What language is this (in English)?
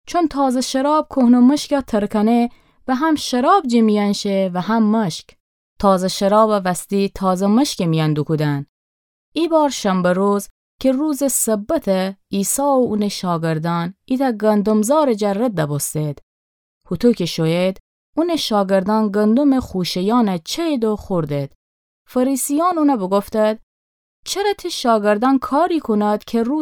Gilaki